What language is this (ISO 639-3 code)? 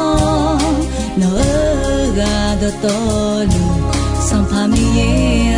ahk